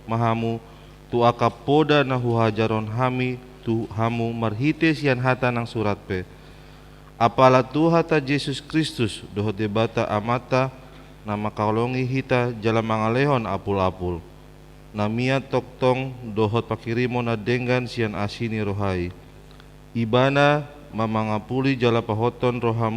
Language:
Batak Toba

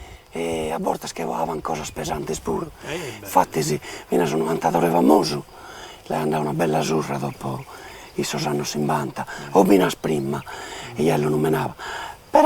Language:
Sardinian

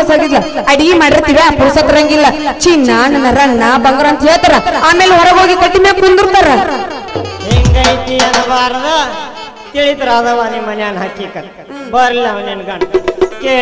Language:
Kannada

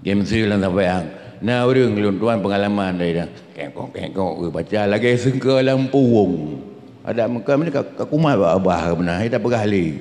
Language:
Achinese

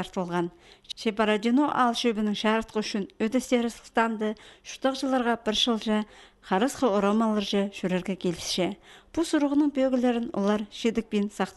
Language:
Khakas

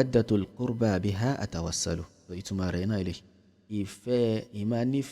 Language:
Yoruba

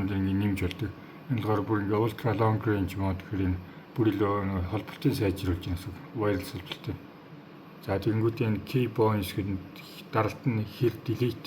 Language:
Mongolian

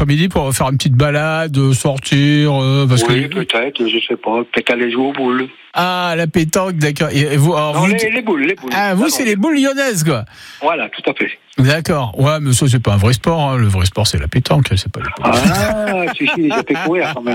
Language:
French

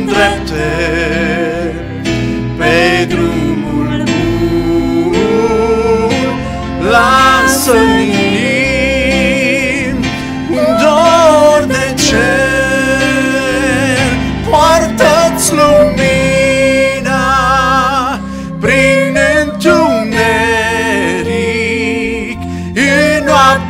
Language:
Romanian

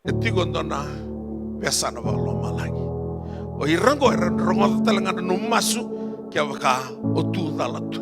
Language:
Fijian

